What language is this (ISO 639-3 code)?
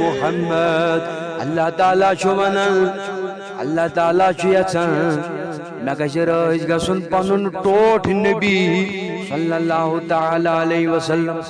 kas